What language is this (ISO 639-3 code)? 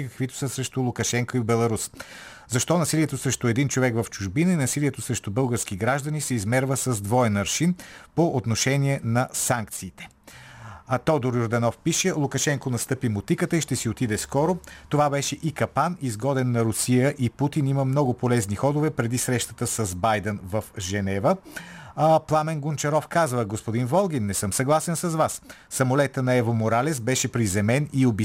bul